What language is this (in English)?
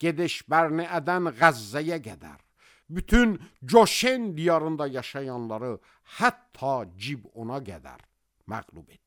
Azerbaijani